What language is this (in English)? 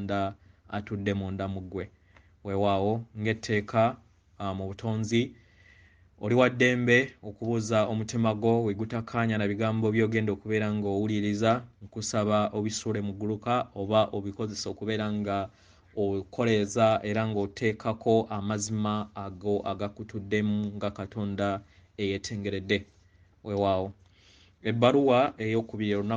Ganda